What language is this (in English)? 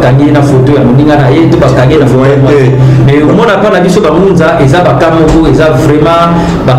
Lingala